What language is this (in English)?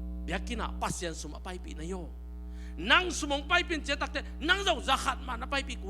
Tedim Chin